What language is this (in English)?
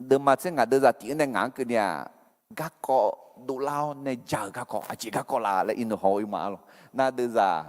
Akha